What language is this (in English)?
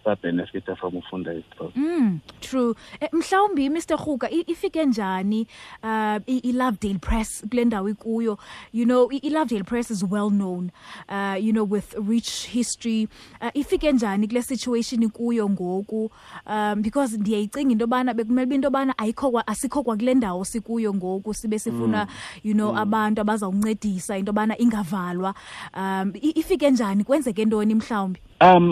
Xhosa